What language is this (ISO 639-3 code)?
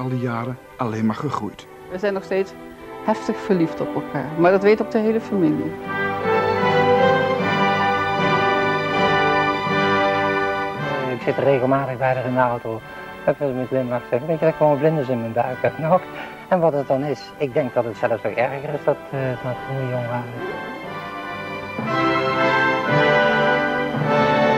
nld